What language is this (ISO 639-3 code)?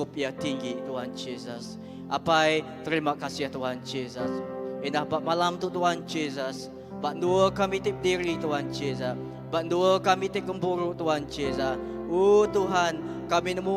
iba